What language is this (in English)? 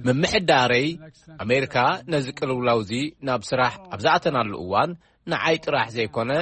Tigrinya